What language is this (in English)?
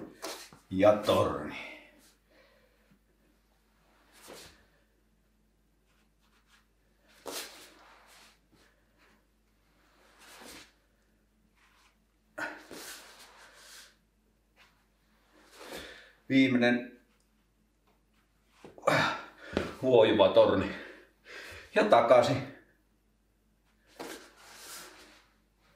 Finnish